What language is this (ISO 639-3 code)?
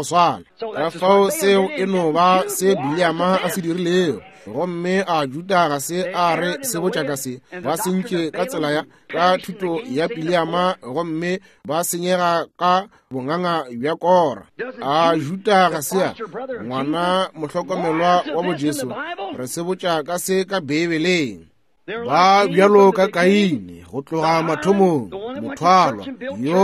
nso